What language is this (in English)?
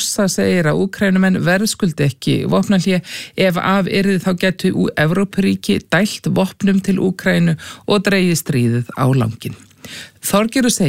Icelandic